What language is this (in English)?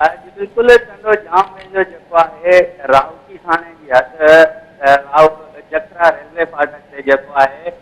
Sindhi